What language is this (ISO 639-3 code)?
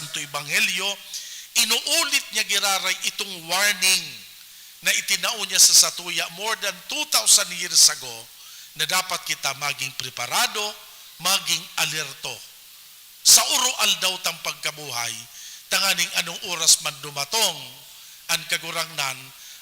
bik